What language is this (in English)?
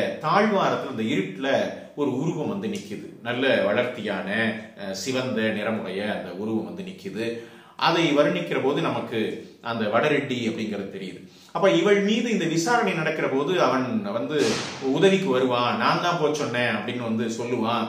Tamil